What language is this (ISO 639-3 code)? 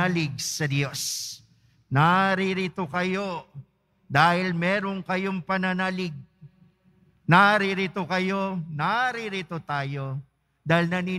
fil